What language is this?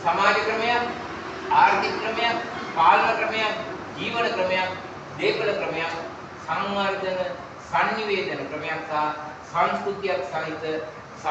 Sinhala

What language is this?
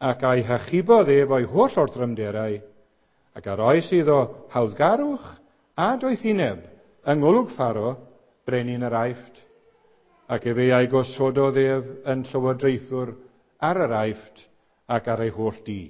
Welsh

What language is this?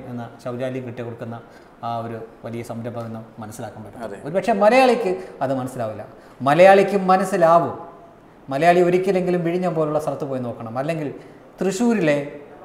Malayalam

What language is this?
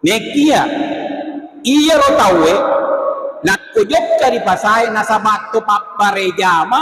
Buginese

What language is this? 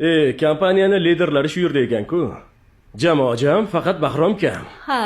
Uzbek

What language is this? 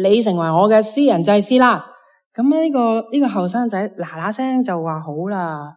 Cantonese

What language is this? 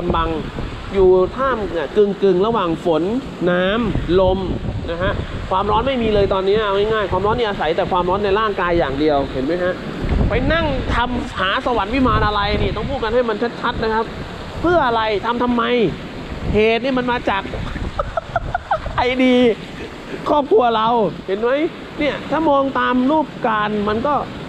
Thai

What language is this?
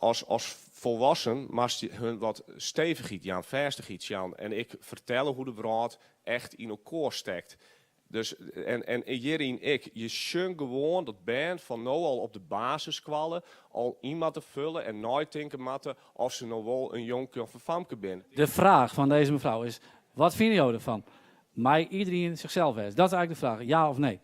Western Frisian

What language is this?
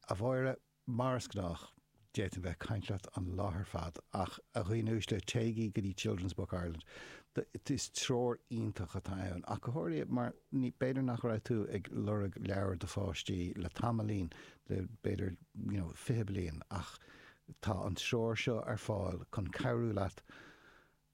Irish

